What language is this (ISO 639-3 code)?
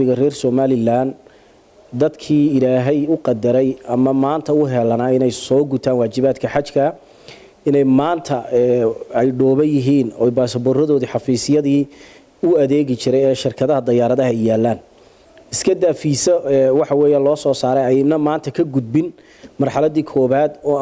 som